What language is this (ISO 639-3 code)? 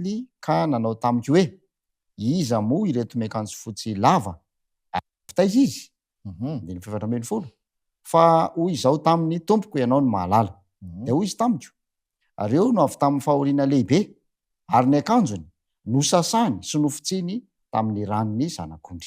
mlg